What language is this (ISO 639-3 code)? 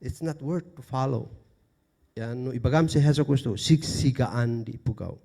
kne